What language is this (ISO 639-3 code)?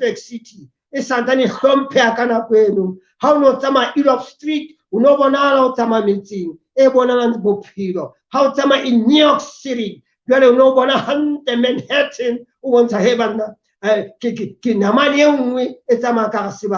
sot